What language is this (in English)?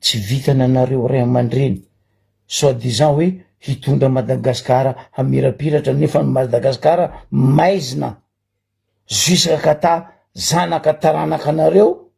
Malagasy